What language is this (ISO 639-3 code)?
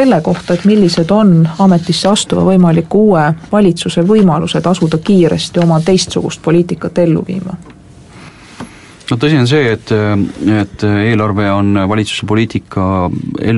est